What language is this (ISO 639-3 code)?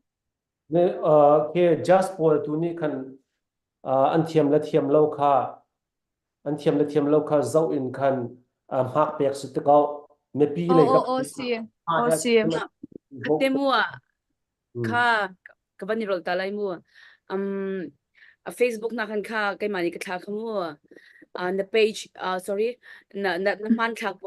cnh